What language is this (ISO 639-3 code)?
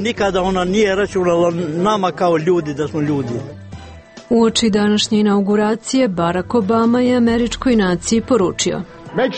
srp